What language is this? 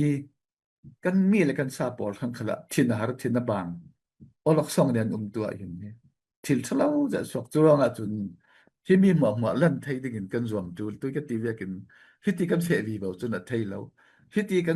Falam Chin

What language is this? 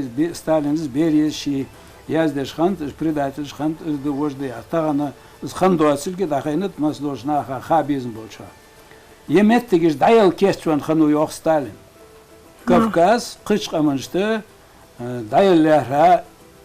Ingush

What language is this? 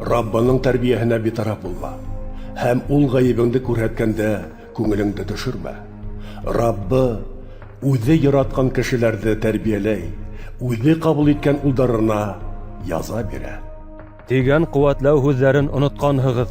Bashkir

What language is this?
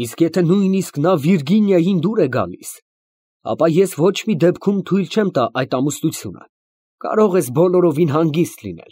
Armenian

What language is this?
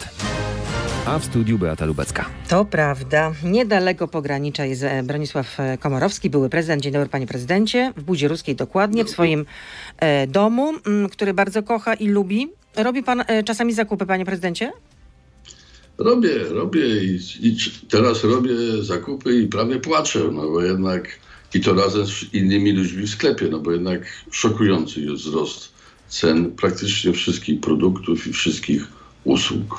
Polish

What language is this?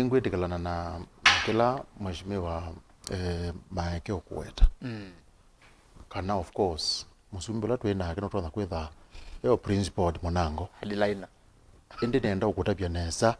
Kamba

